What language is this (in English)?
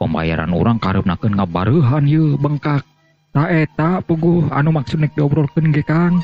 Sundanese